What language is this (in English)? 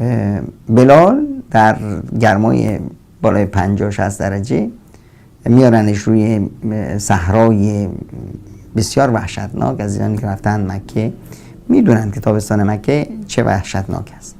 Persian